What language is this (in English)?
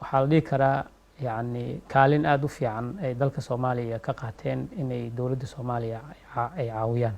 Somali